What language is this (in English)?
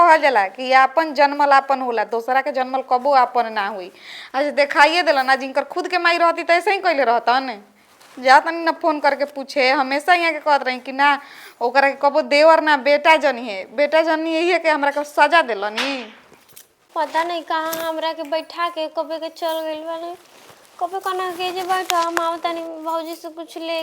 Bhojpuri